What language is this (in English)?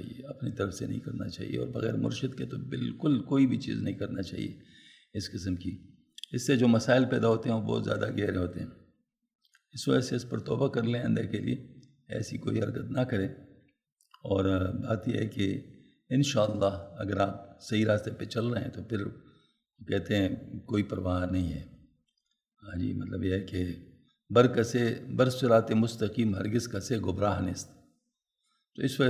Urdu